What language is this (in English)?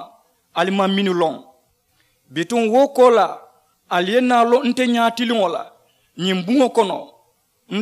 Mandingo